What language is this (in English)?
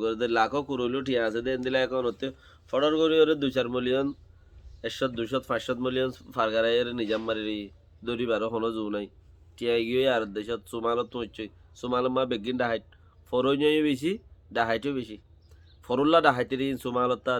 Rohingya